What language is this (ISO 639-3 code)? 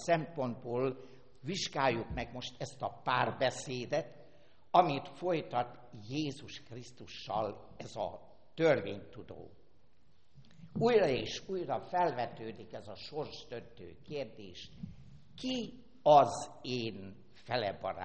hun